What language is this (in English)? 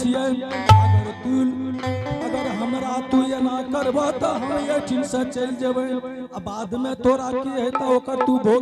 Angika